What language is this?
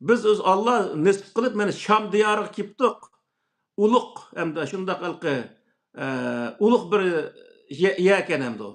Uyghur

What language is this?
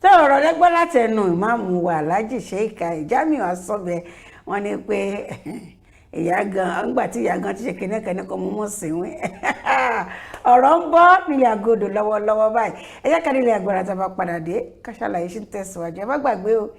Yoruba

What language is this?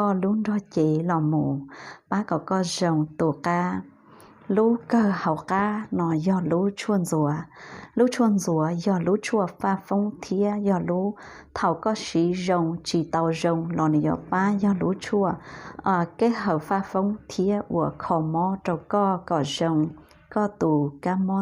Hmong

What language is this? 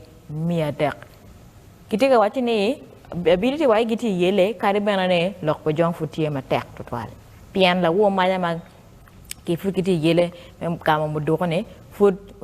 Acoli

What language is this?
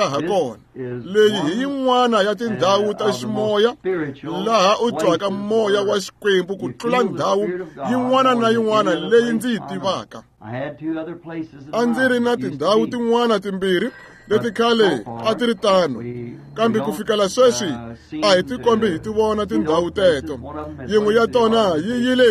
Tsonga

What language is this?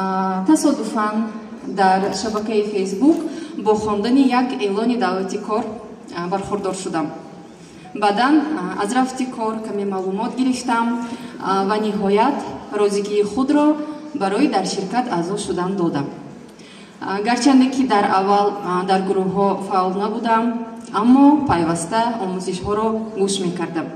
Tajik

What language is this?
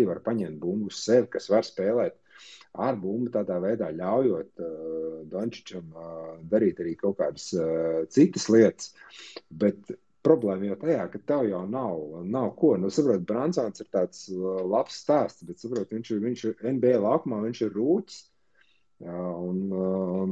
Latvian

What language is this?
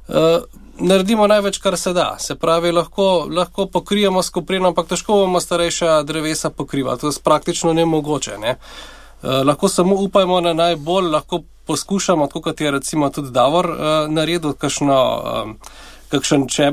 Slovenian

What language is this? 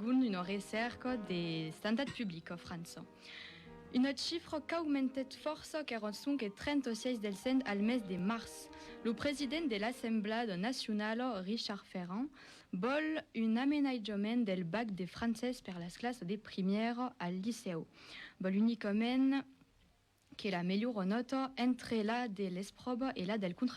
Occitan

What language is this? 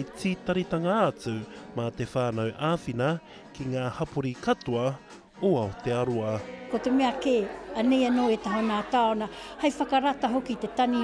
Māori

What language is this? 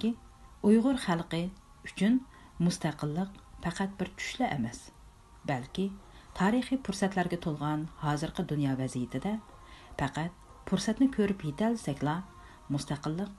Uyghur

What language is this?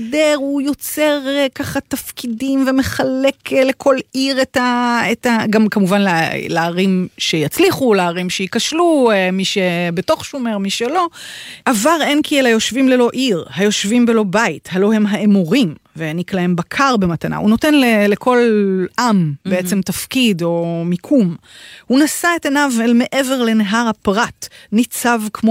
Hebrew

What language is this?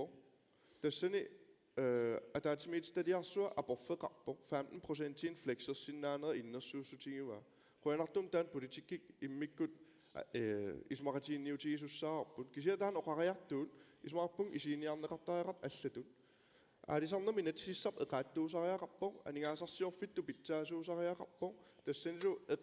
Kalaallisut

